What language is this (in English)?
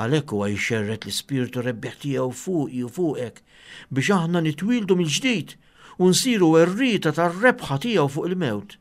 Maltese